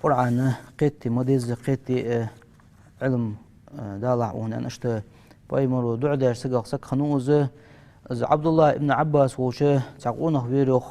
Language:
Ingush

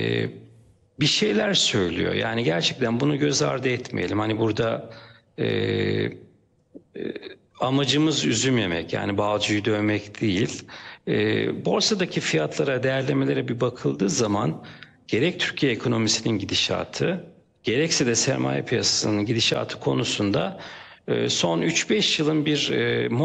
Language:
Turkish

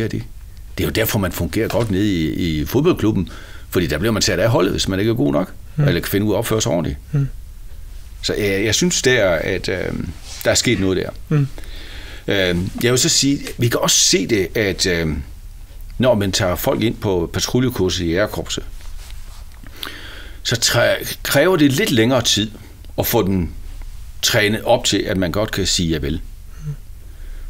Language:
Danish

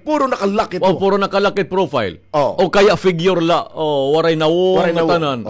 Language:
Waray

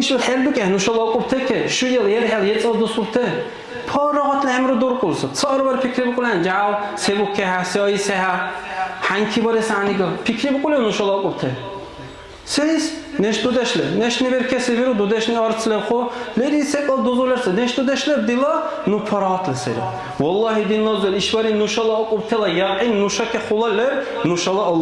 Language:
Dargwa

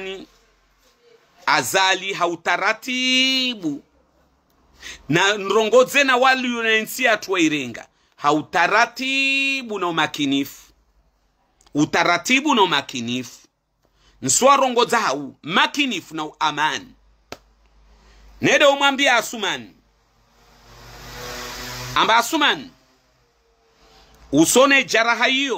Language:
Swahili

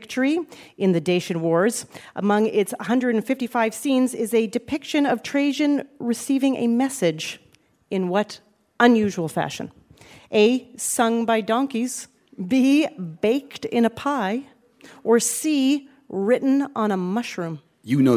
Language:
English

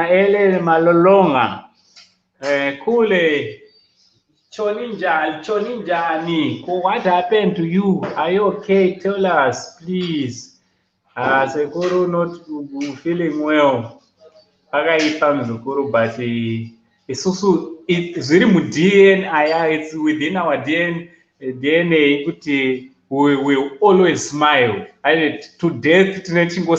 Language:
Shona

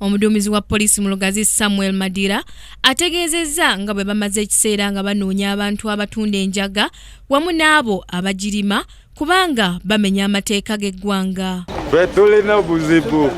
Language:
Ganda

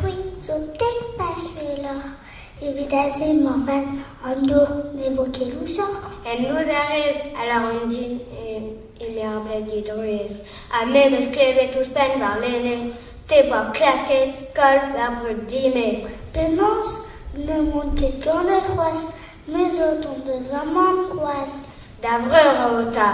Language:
Breton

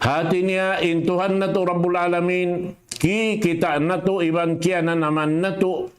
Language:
Tausug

